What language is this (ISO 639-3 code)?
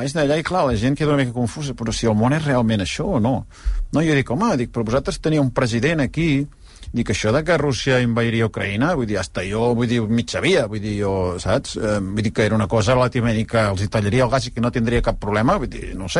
cat